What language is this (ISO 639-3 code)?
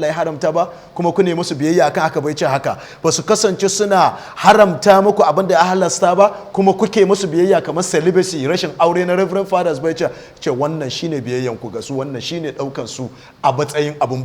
hau